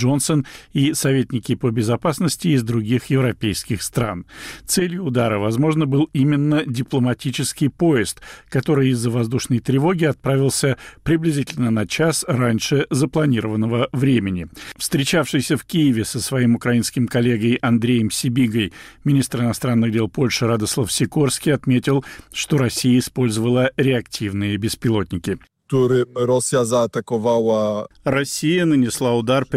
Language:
Russian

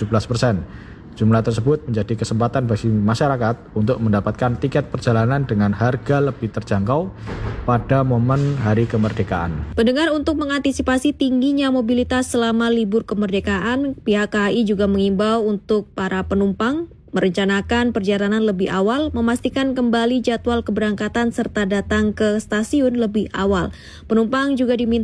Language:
Indonesian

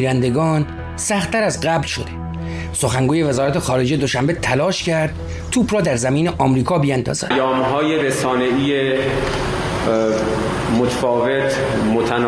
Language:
Persian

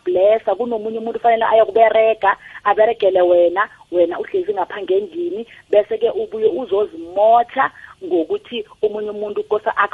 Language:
South Ndebele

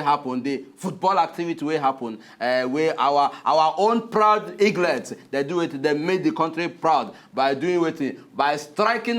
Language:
Nigerian Pidgin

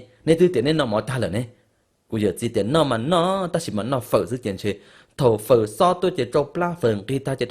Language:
Hmong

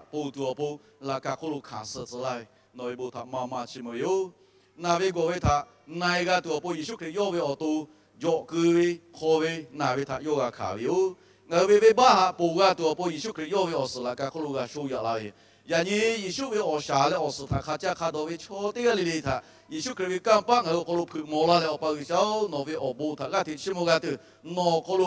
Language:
Lahu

